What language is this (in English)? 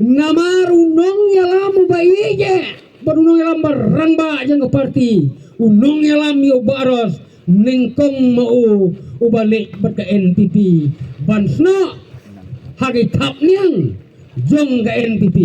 Khasi